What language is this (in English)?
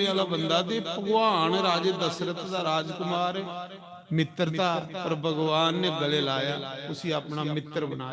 Dogri